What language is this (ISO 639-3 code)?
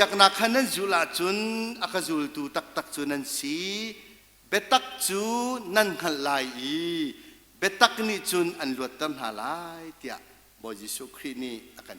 cnh